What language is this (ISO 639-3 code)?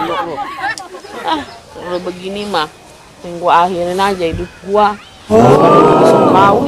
bew